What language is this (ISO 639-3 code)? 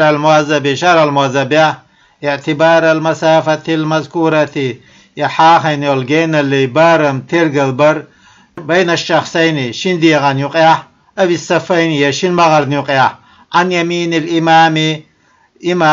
che